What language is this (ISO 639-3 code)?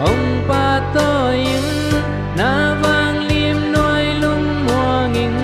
ctd